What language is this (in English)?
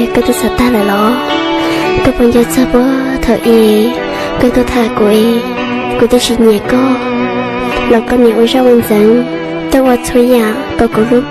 Hmong